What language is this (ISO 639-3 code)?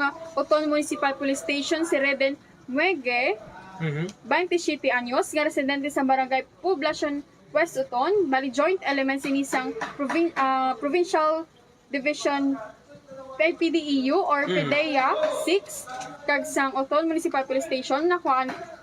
hil